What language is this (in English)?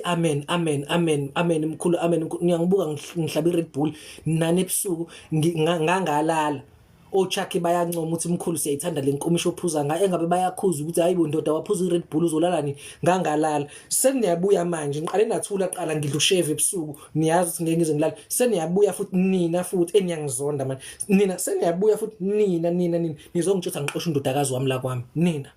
Zulu